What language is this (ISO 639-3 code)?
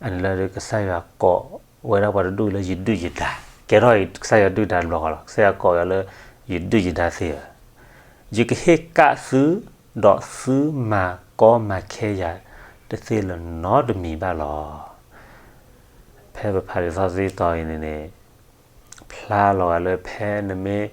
ksw